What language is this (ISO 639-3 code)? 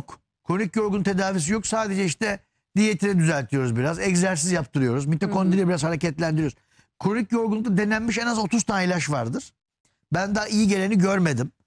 tur